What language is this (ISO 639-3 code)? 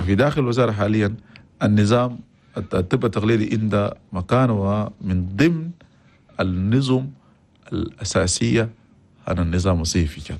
shu